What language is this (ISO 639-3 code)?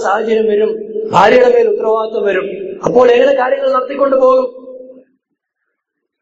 mal